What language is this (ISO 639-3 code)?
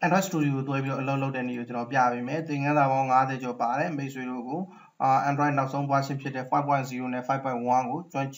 mya